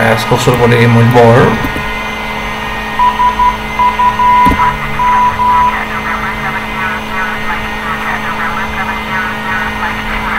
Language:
Italian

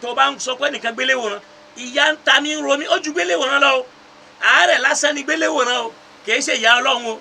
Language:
Yoruba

